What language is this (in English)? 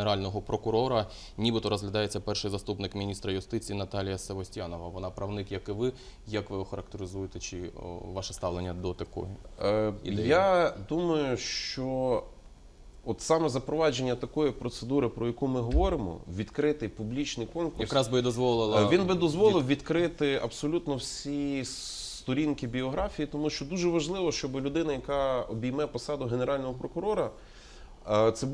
Ukrainian